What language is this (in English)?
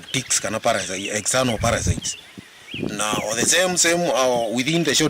Kamba